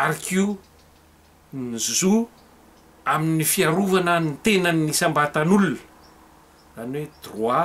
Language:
Malagasy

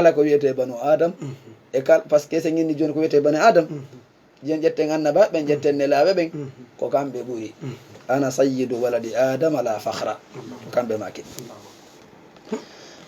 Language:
Fula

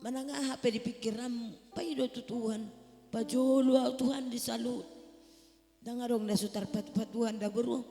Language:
Batak Toba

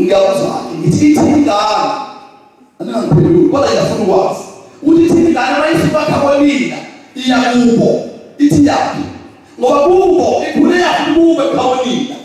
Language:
Zulu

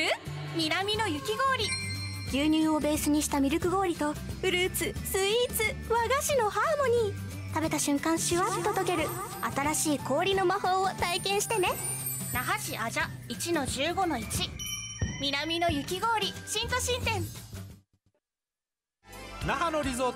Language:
Japanese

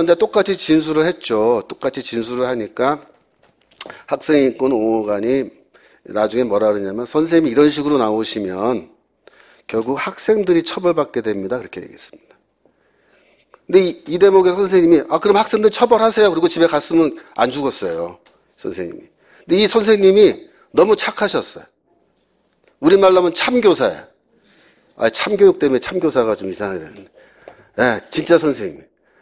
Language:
Korean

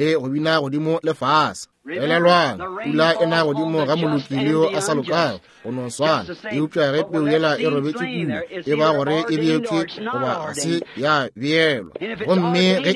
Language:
Northern Sotho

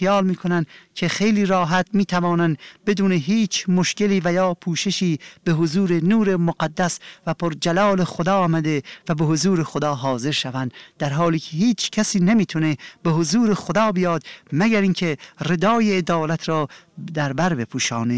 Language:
Persian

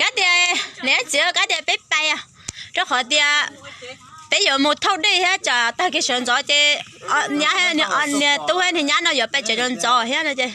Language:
Hmong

